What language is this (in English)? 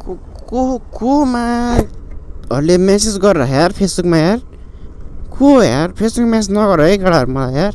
Nepali